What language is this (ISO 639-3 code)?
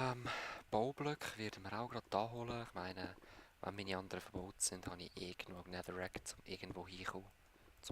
gsw